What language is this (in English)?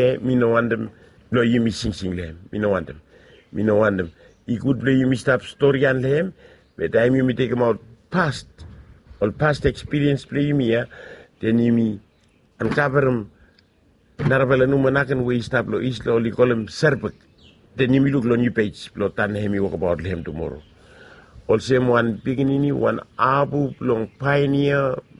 Bislama